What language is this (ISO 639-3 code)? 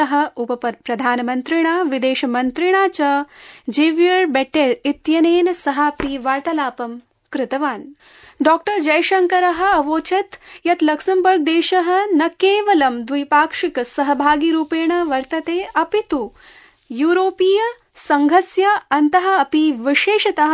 san